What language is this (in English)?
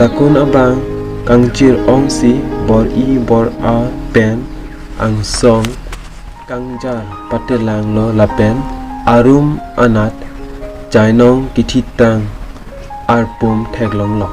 Karbi